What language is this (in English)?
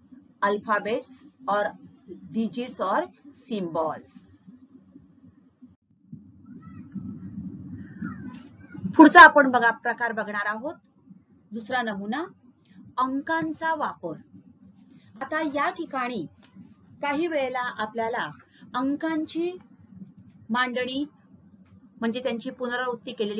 Marathi